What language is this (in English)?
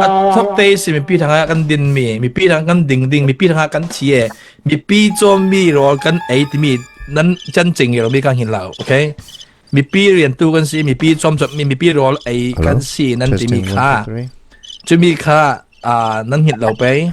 Falam Chin